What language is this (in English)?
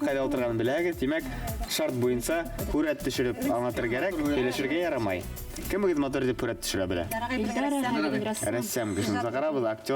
Bashkir